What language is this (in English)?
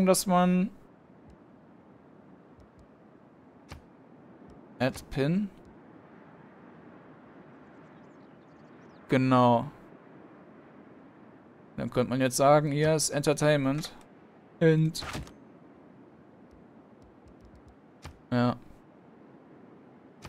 German